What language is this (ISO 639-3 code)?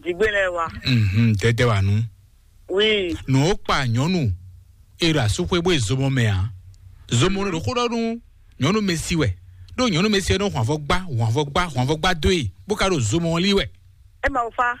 fon